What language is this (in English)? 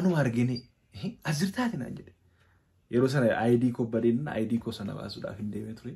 Oromo